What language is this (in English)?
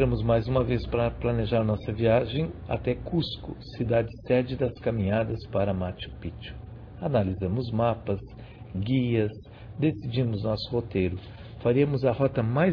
Portuguese